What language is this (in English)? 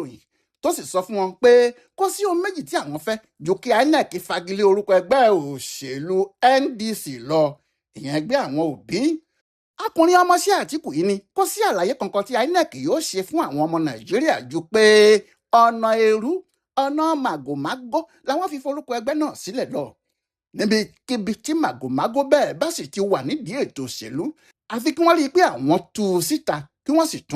Yoruba